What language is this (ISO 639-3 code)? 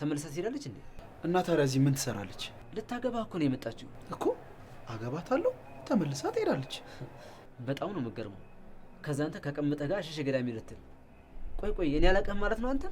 amh